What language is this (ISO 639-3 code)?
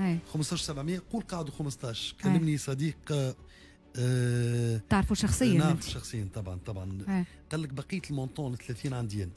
aeb